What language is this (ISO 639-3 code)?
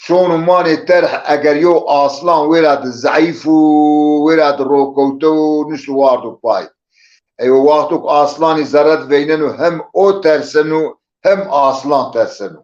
zza